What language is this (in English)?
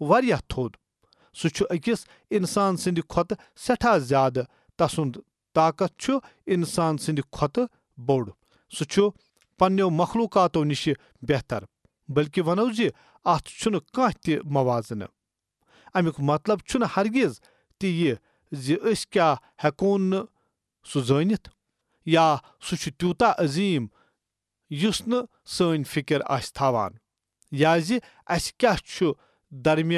Kashmiri